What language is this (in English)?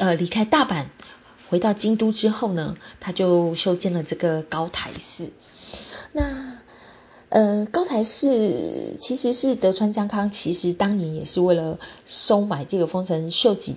Chinese